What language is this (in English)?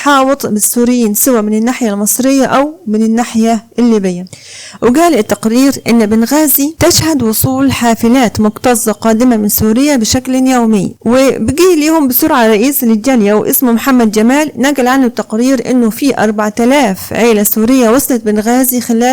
Egyptian Arabic